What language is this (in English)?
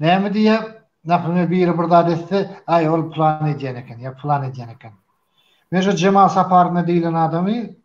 Turkmen